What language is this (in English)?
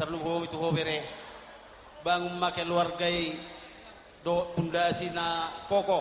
Batak Toba